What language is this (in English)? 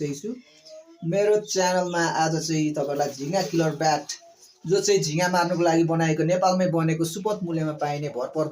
Nepali